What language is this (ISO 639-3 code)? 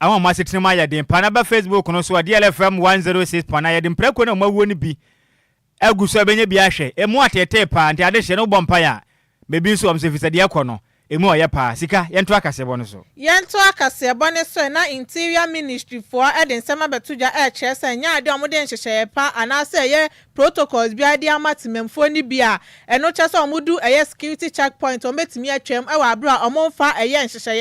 aka